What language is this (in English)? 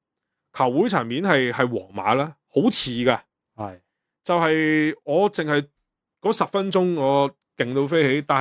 Cantonese